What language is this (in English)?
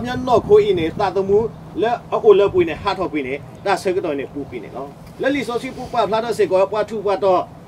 S'gaw Karen